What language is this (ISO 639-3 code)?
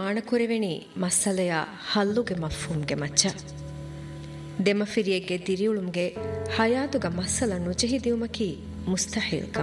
div